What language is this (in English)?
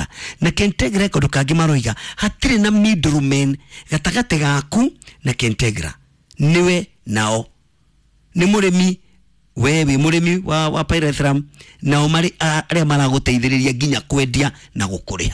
Kikuyu